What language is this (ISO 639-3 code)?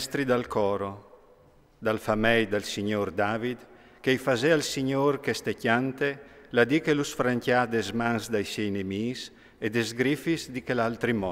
fur